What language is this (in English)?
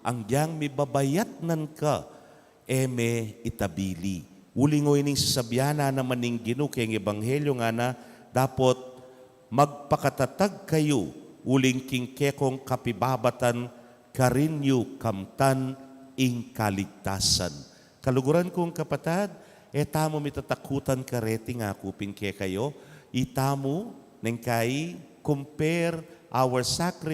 Pampanga